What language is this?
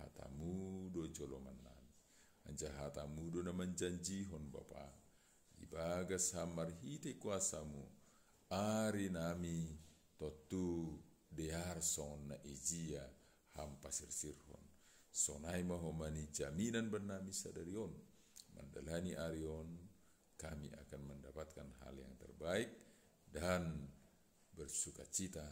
Batak Simalungun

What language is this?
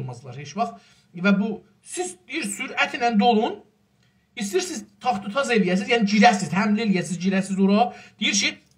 South Azerbaijani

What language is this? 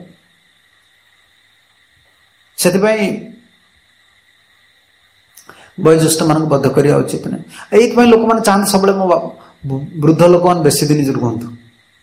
Odia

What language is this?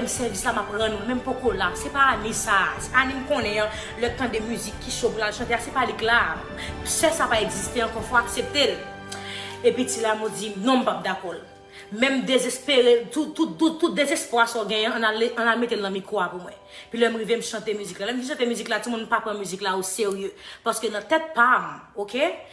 Haitian Creole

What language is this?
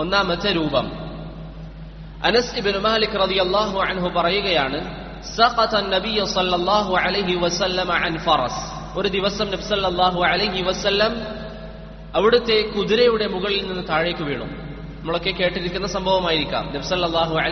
Malayalam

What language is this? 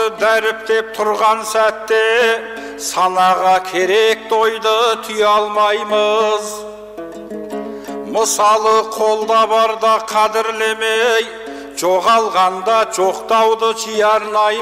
Kazakh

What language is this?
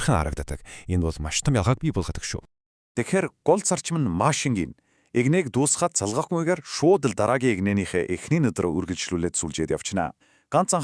Mongolian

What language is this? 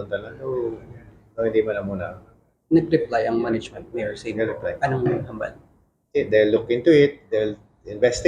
Hiligaynon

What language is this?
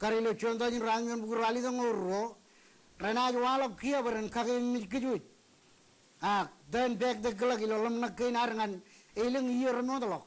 Marshallese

